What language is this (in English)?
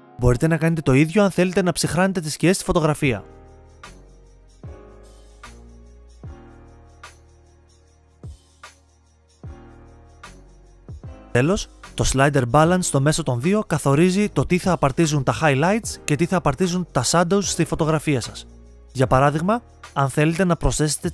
Greek